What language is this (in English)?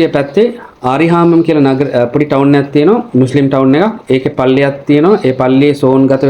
Sinhala